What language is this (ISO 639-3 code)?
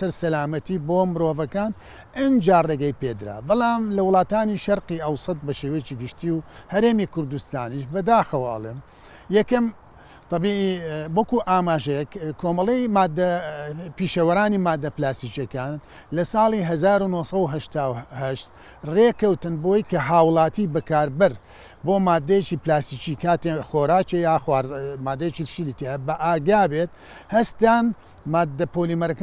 ckb